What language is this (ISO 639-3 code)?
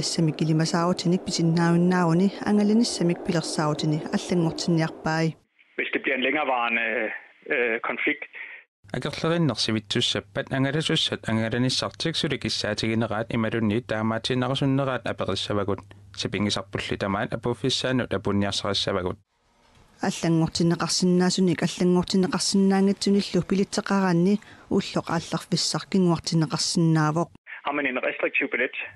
kal